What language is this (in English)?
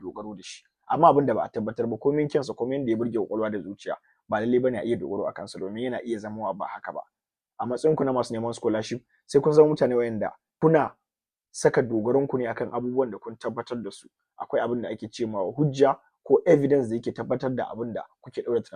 Hausa